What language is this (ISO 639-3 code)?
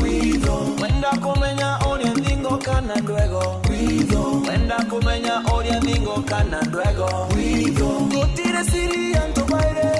mer